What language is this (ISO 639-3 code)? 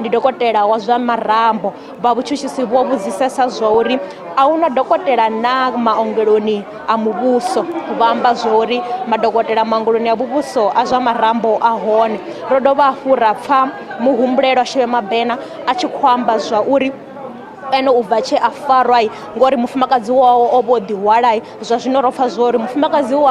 ven